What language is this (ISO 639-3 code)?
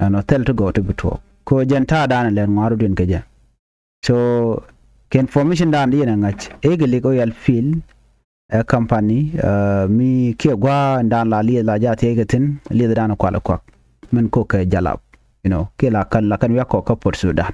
nus